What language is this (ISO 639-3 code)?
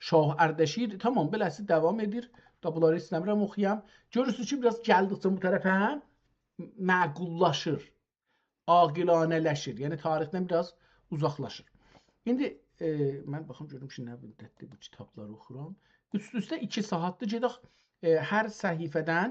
azb